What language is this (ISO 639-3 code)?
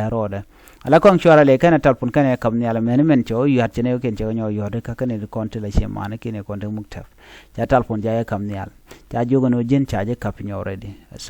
nus